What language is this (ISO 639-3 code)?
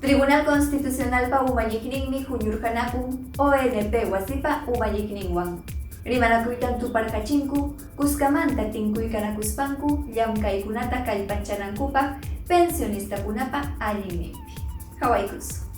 quy